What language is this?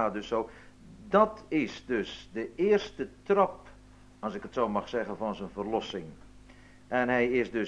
Dutch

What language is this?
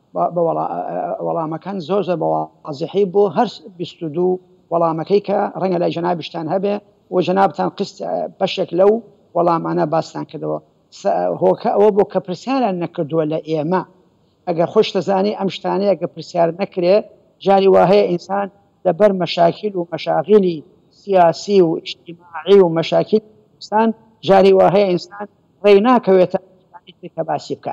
Central Kurdish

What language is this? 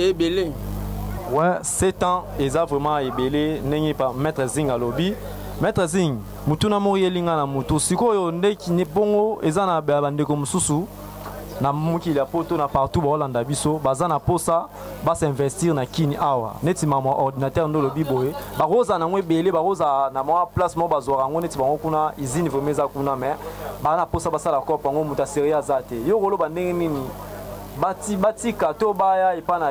Lingala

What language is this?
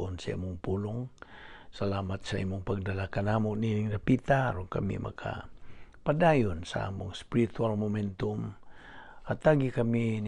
Cebuano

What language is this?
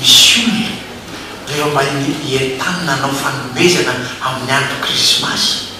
Malagasy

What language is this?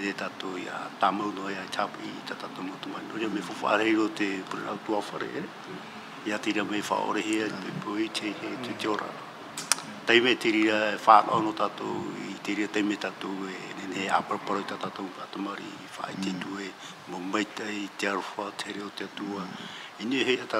Tahitian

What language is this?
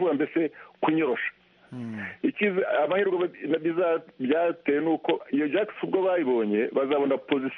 Kinyarwanda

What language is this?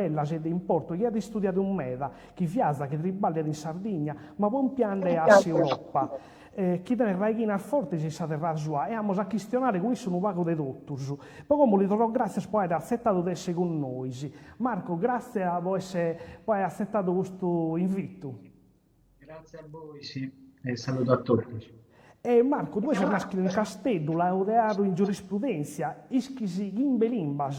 Sardinian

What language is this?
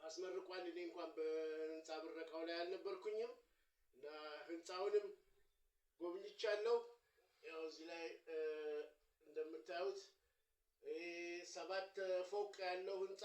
Amharic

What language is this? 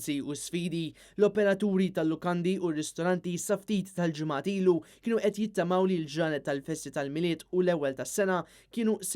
Maltese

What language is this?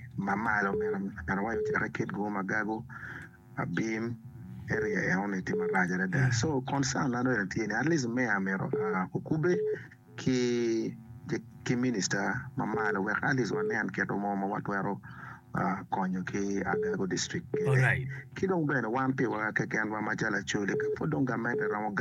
Acoli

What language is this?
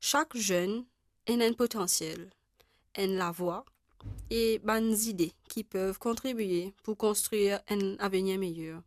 Morisyen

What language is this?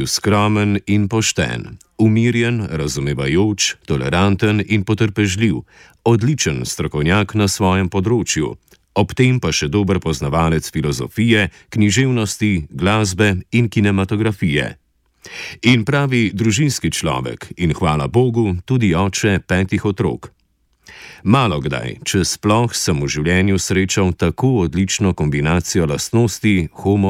Slovenian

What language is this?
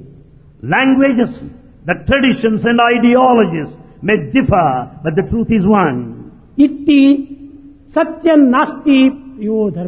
Telugu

